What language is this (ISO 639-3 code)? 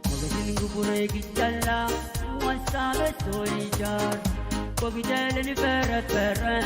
pon